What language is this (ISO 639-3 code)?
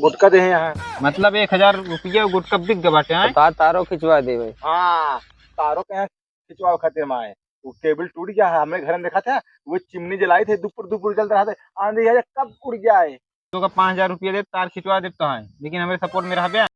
awa